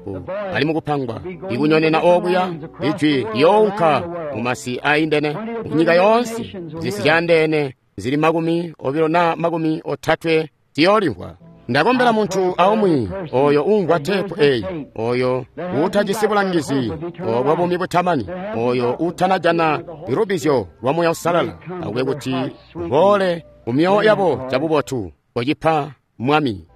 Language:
Tonga (Zambia)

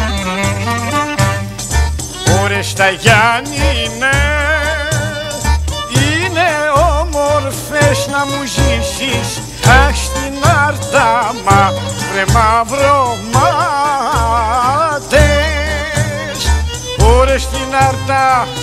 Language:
Greek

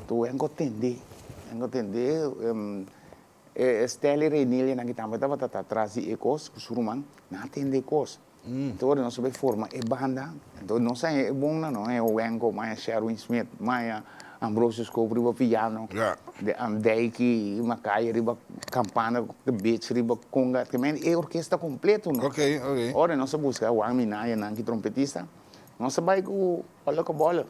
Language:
Papiamento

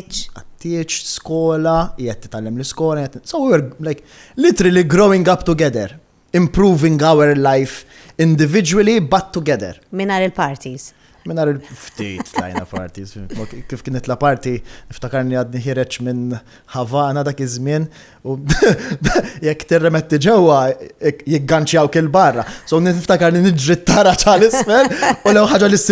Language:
Maltese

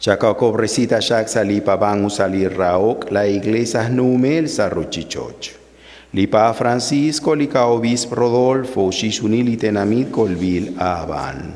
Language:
Kekchí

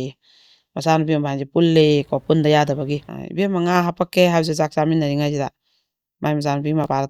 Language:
Manipuri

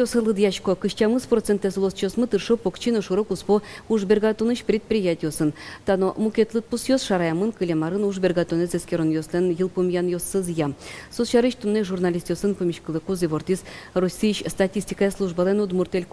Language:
Udmurt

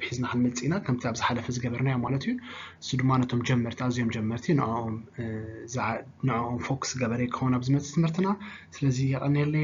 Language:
Tigrinya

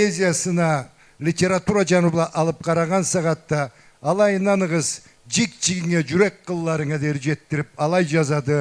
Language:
Karachay-Balkar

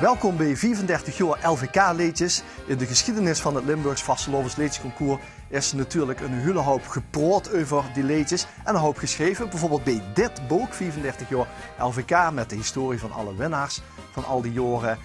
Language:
Limburgish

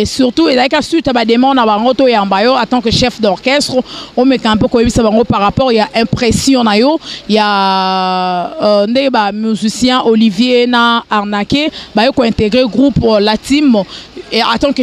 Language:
Lingala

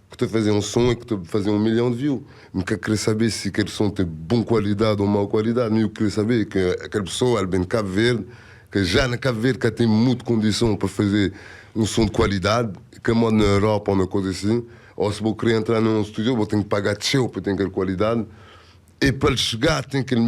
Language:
Kabuverdianu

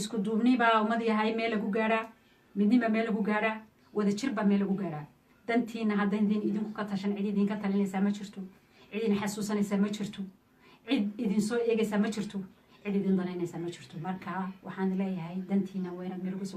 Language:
Somali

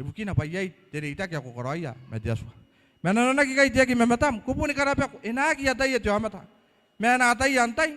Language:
Gilbertese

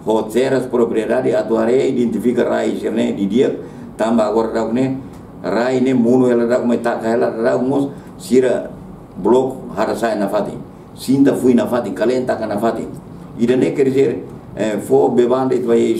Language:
Tetum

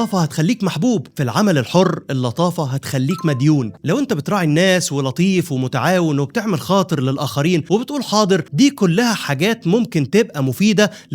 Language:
Egyptian Arabic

